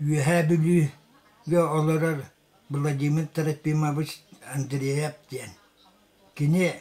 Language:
Yakut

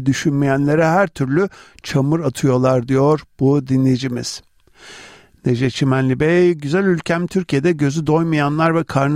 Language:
Turkish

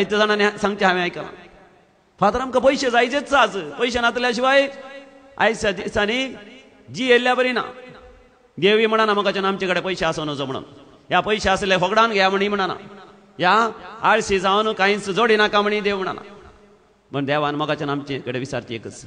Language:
Konkani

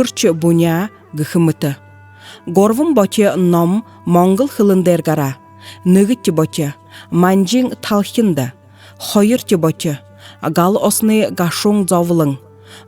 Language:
Buriat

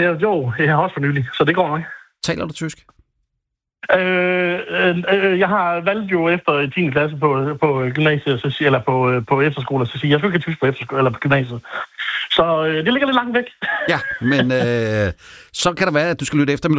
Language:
Danish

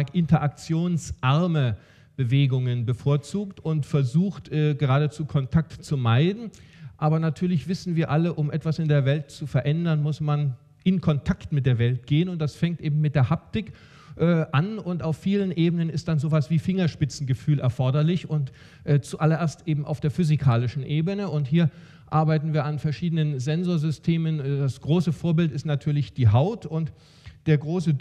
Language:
German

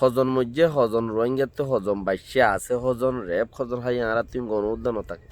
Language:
Rohingya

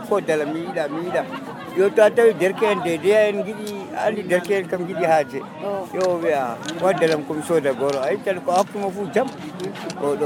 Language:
Nigerian Fulfulde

